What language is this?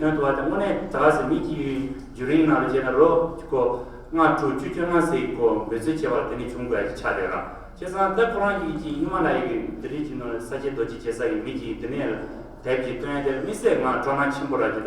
Tibetan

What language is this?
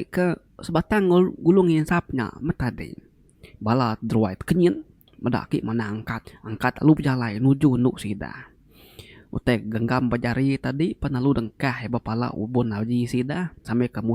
Iban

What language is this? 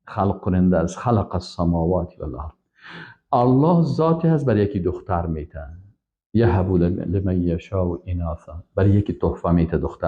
Persian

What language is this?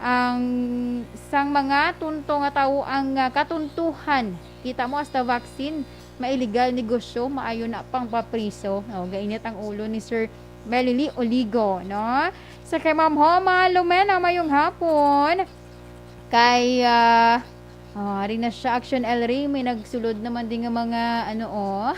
Hiligaynon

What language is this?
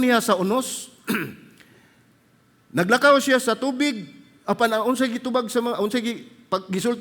Cebuano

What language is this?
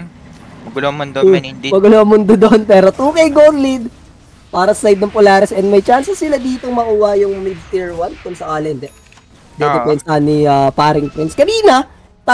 Filipino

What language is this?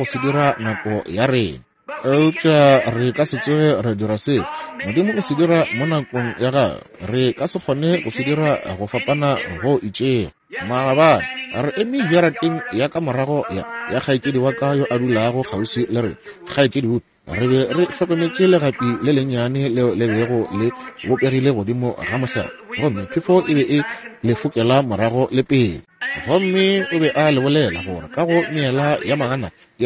Northern Sotho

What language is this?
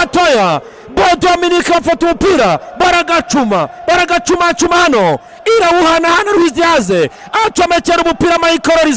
Kinyarwanda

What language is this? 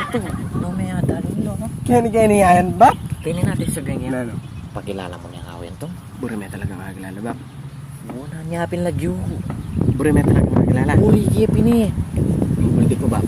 Pampanga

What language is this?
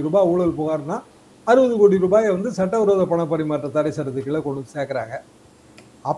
Tamil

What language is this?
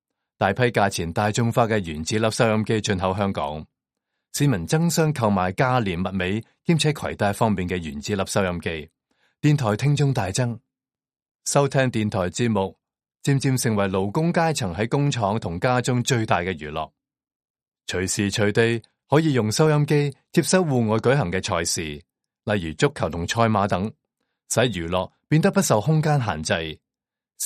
Cantonese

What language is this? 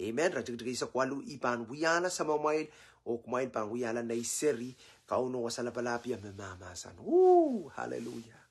Pohnpeian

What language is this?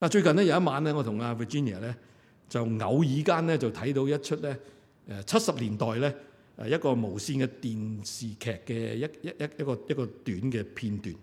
Cantonese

